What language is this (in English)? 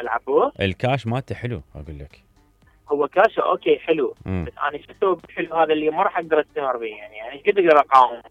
Mesopotamian Arabic